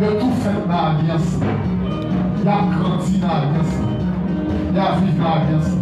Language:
Haitian Creole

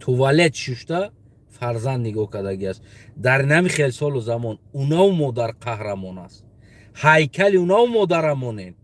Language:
Tajik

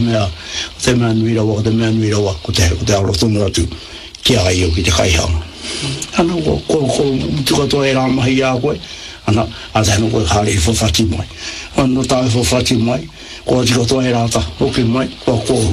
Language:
Māori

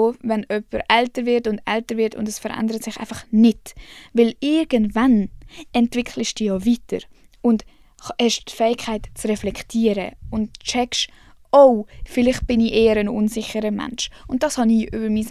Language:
Swiss German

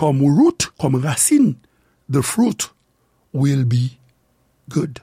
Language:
Haitian Creole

